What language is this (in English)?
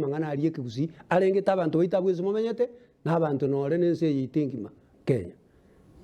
Gusii